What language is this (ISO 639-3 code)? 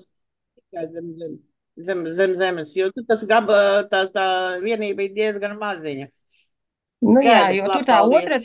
lav